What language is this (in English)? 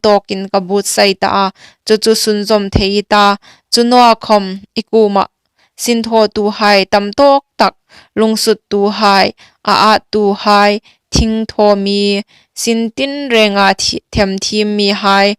Hmar